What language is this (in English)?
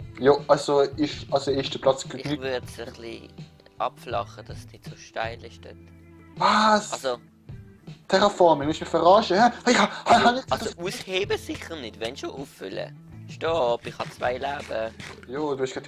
Swiss German